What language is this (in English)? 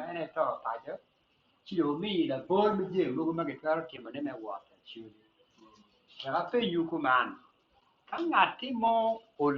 Acoli